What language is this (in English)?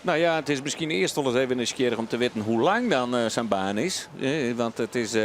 Western Frisian